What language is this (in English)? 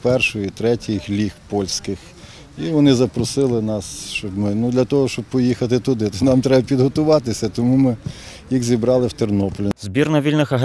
Ukrainian